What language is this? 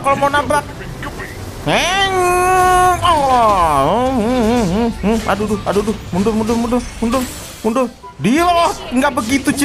Indonesian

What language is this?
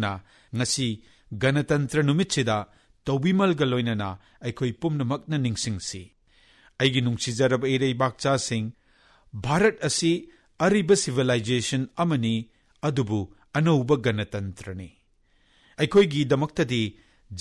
Manipuri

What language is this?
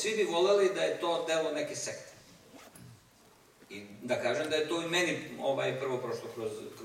Serbian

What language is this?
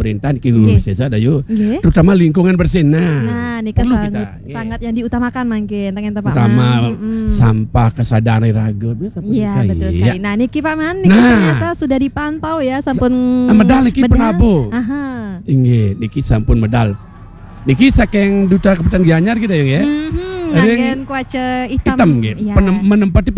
Balinese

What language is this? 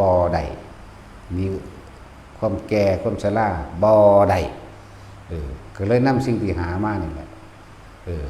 Northeastern Thai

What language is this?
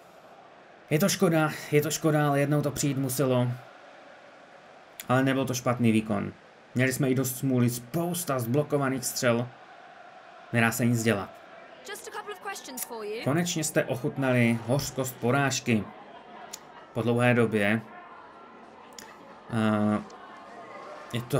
Czech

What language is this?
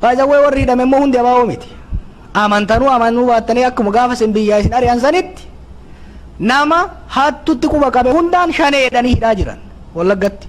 Oromo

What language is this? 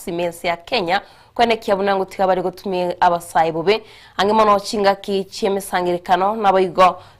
Gusii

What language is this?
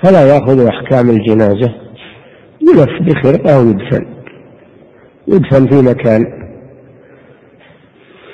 Arabic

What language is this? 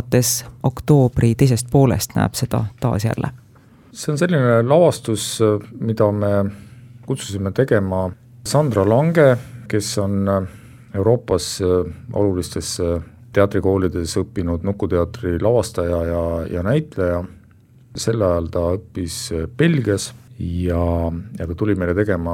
Estonian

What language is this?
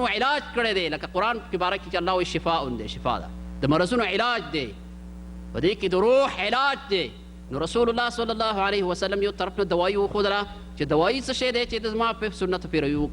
Pashto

